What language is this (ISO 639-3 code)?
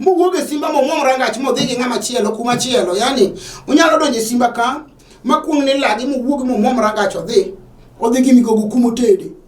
luo